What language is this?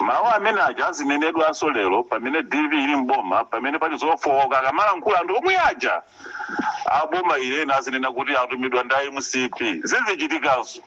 Nyanja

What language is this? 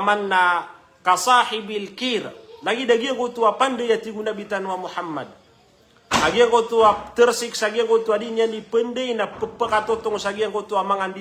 Maranao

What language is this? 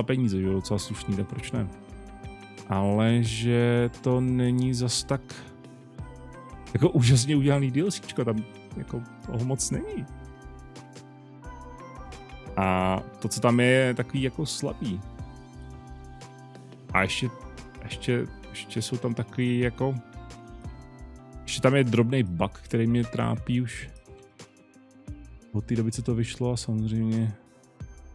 Czech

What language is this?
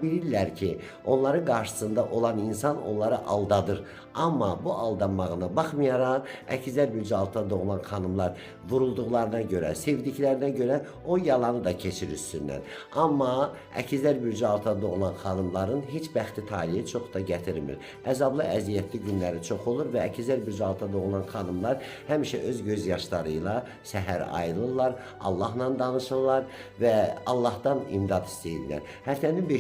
Azerbaijani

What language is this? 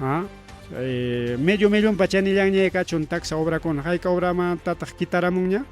Ayacucho Quechua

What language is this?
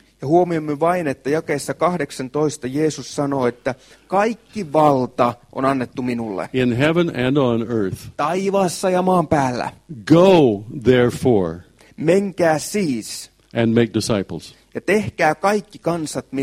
Finnish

